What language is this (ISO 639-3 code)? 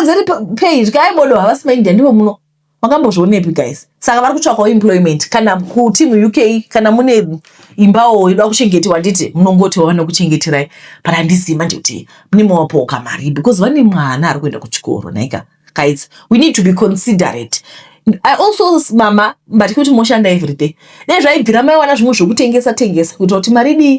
sna